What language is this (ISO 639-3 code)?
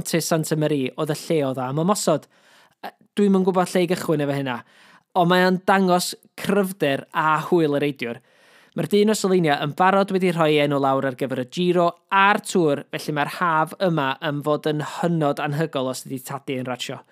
cym